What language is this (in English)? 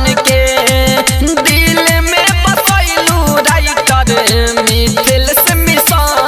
Bhojpuri